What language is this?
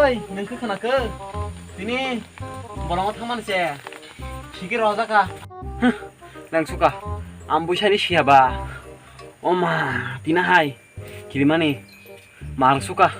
Kok Borok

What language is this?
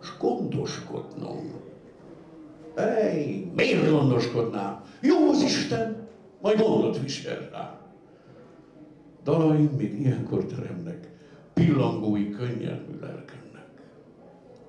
Hungarian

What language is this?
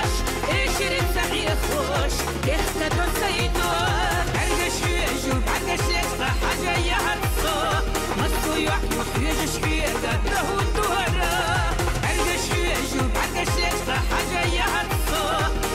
Chechen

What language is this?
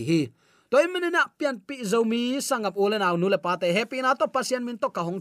Tedim Chin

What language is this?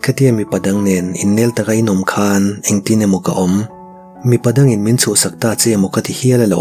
Mizo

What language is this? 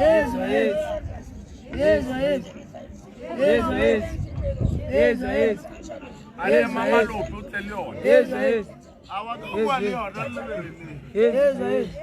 Northern Sotho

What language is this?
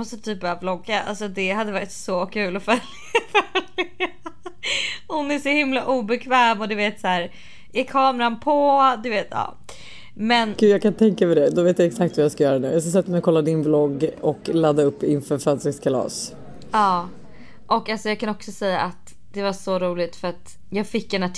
Swedish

